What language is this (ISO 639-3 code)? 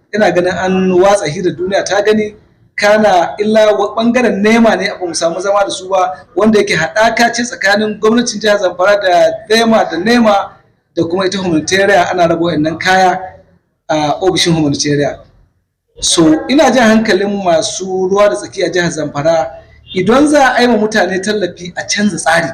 hau